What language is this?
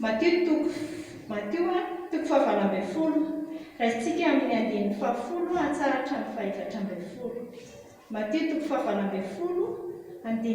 Malagasy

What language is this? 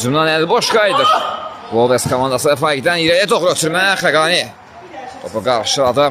Azerbaijani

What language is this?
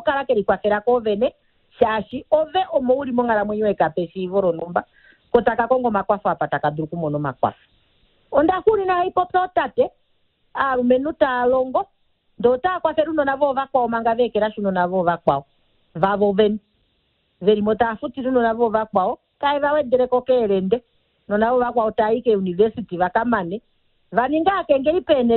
Kuanyama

